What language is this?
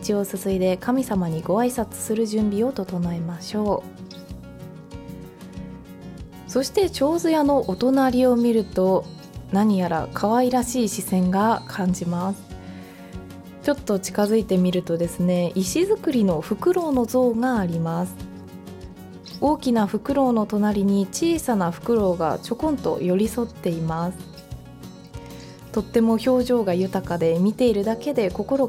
Japanese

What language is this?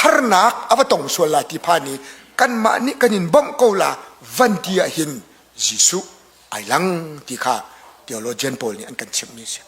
Hakha Chin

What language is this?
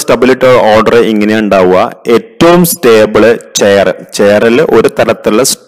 Malayalam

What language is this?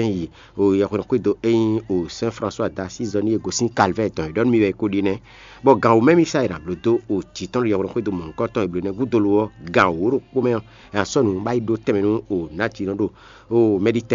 Fon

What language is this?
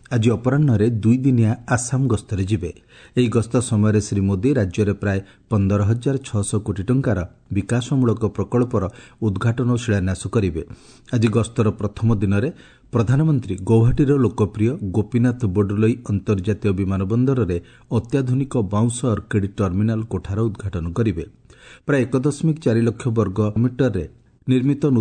Odia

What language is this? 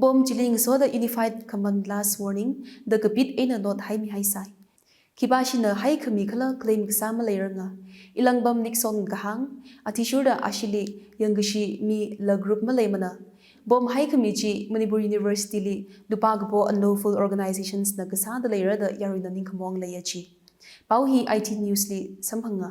Tangkhul Naga (India)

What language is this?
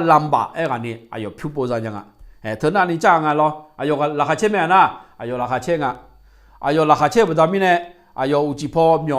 Akha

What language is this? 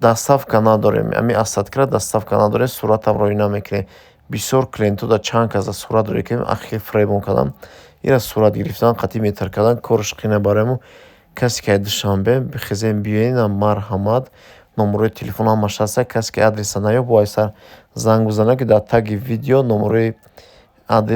Tajik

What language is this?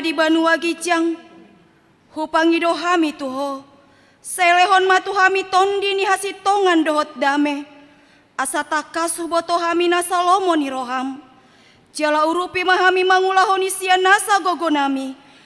Batak Toba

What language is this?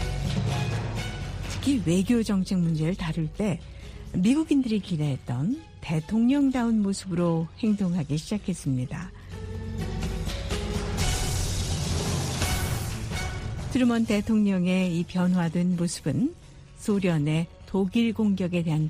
Korean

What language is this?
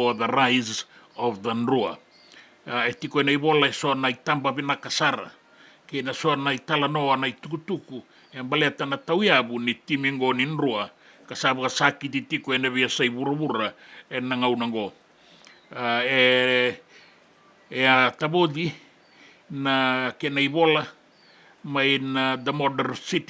Fijian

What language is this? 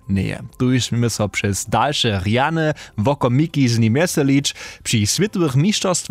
Upper Sorbian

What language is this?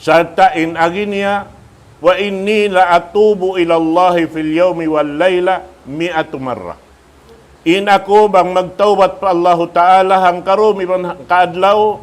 Tausug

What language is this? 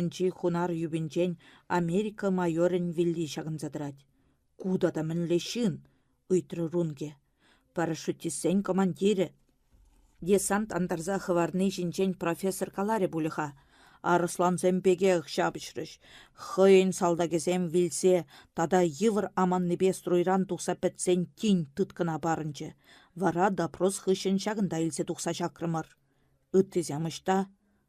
Chuvash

